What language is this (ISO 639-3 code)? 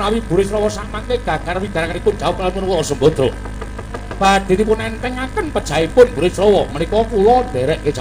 jav